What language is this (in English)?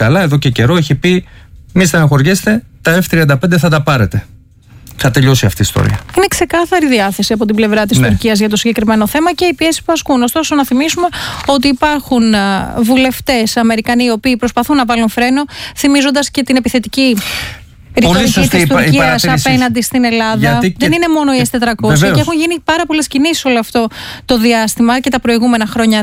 Greek